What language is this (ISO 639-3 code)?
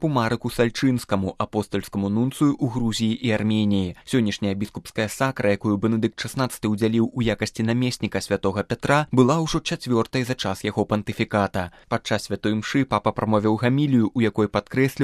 bel